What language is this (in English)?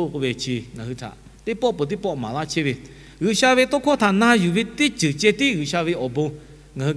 Lahu